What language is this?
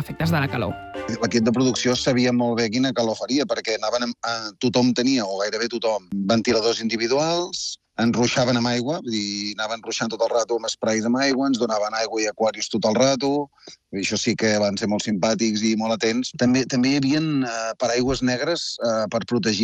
Catalan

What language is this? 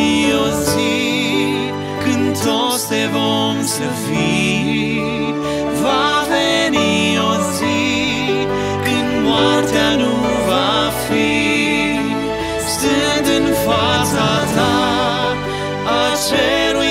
Romanian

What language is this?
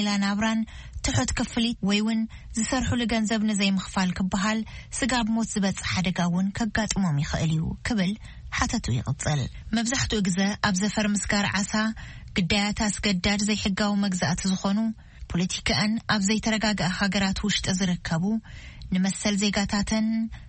Tigrinya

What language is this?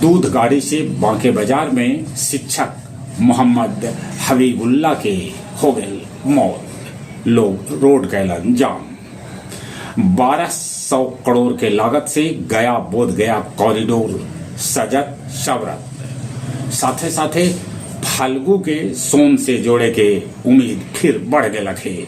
Magahi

